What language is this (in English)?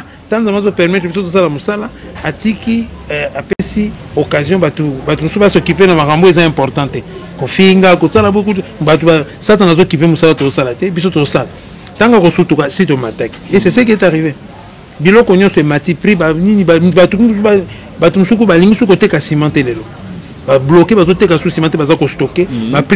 Lingala